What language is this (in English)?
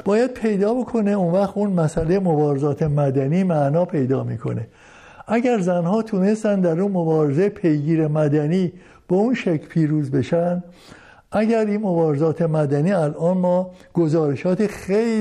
Persian